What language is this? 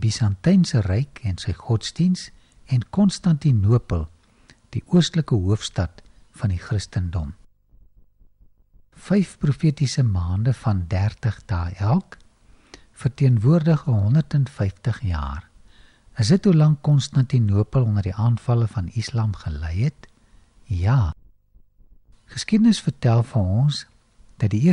Afrikaans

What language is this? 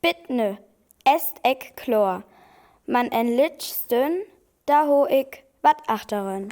Northern Frisian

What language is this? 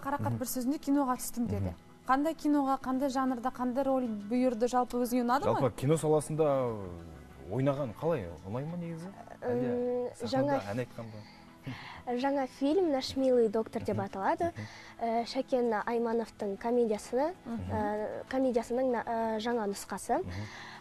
Kazakh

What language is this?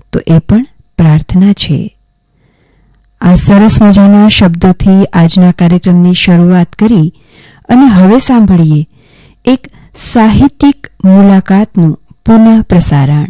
Gujarati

